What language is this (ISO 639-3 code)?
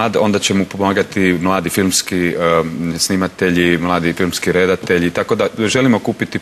hrv